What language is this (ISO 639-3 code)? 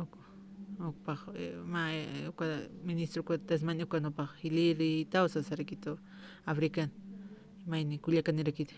aym